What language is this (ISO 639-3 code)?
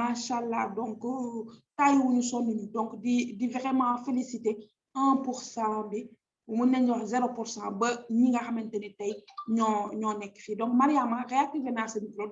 wol